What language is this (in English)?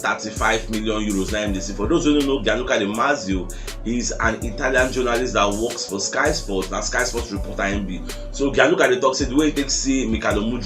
Nigerian Pidgin